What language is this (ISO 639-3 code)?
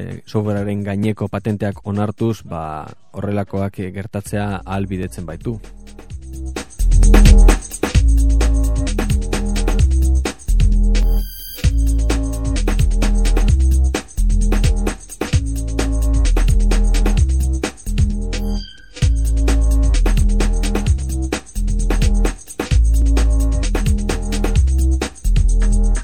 eus